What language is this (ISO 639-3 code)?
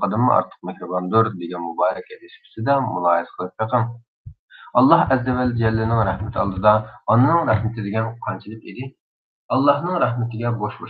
uig